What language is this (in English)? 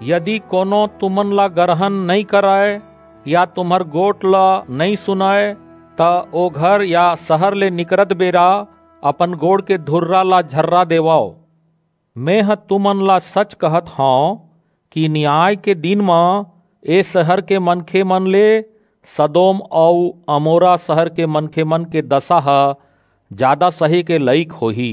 Chhattisgarhi